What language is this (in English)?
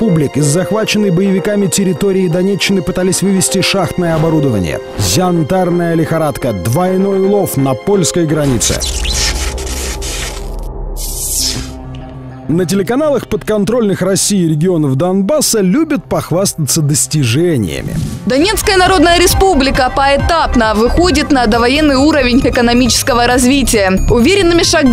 Russian